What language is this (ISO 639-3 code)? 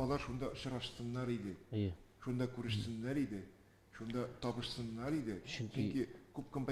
tat